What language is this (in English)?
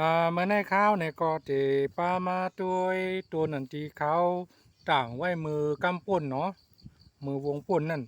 Shan